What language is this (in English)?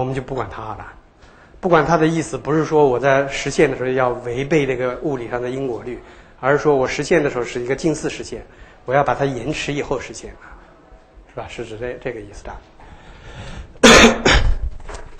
Chinese